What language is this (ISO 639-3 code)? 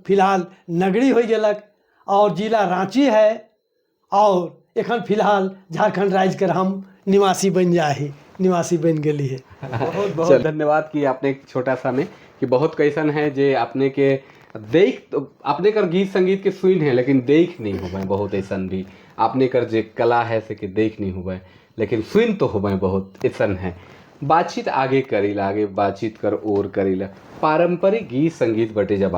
sck